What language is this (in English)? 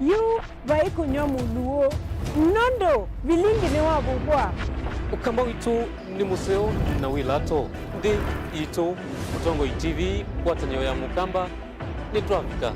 Kamba